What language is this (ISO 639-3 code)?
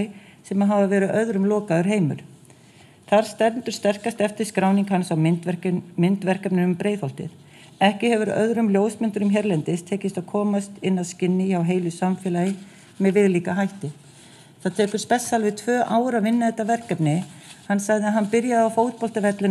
isl